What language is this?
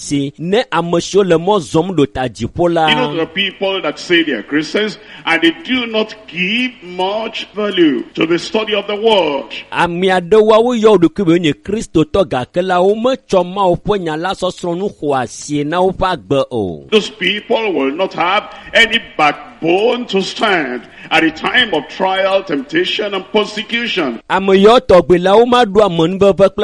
Ewe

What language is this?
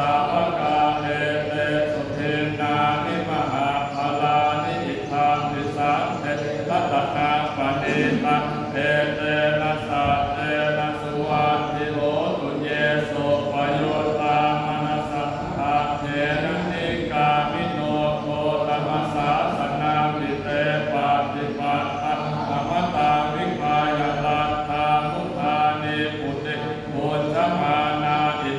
Pali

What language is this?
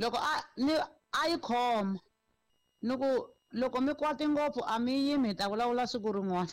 Tsonga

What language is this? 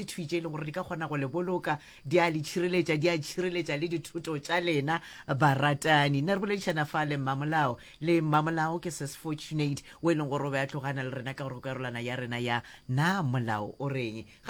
Northern Sotho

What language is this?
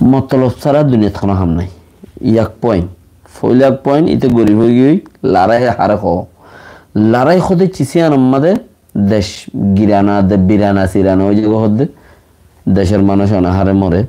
Rohingya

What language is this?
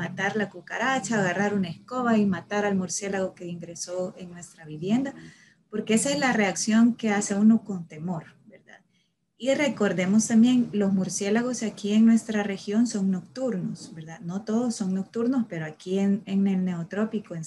Spanish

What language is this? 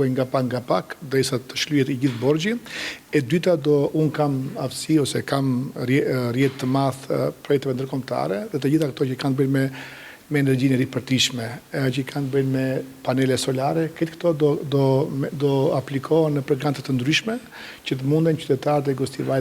Albanian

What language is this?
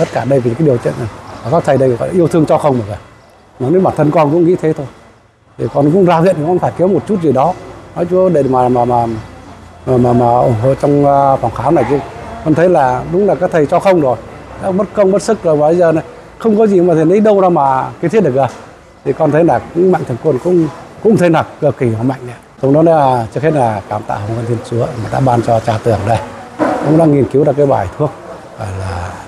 Vietnamese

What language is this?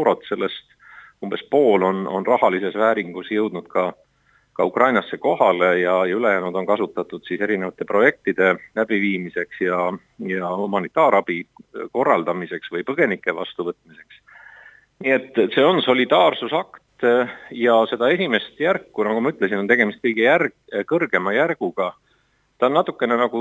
Estonian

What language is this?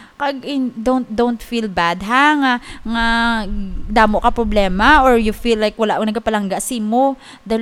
Hiligaynon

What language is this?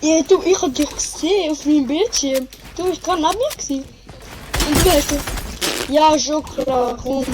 Swiss German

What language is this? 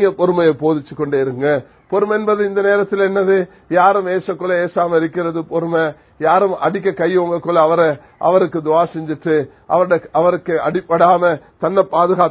Tamil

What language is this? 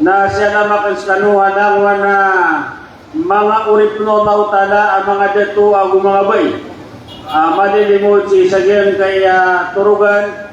Maranao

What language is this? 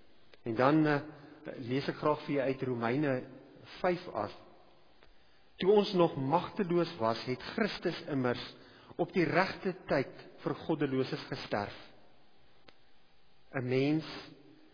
Afrikaans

